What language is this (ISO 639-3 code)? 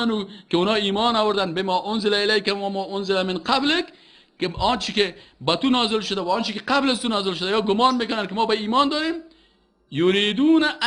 fas